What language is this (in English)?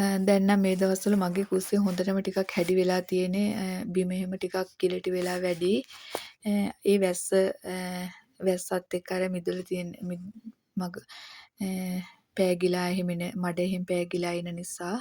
Sinhala